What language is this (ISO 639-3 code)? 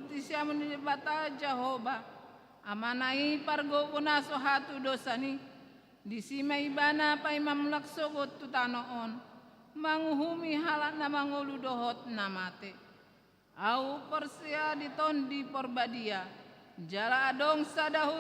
bbc